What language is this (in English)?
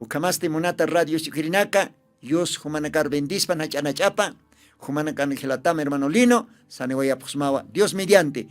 Aymara